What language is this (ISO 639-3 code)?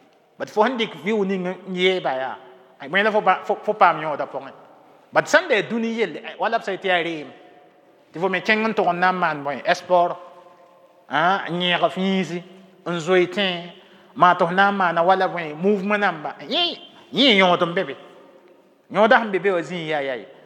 mos